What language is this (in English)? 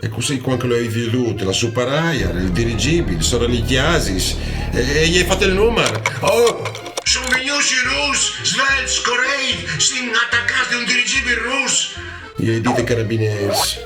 Friulian